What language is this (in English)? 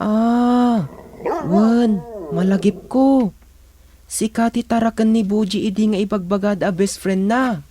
Iloko